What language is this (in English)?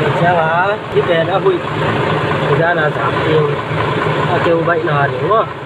Tedim Chin